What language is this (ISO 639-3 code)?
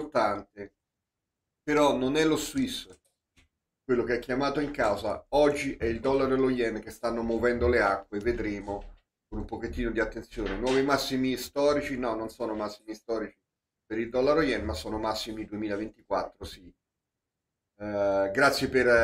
ita